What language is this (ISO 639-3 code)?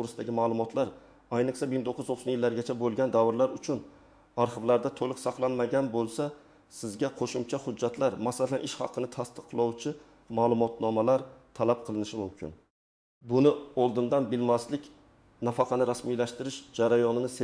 uzb